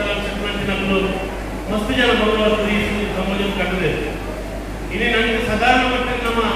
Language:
Tulu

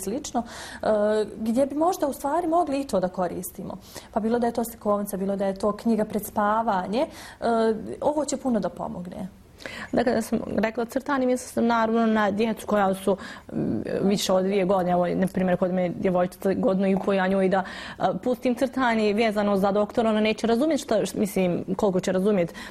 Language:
Bosnian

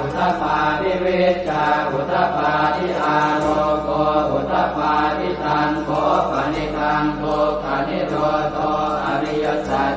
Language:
Pali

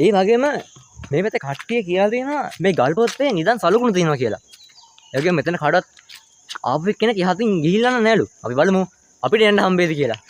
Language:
Sinhala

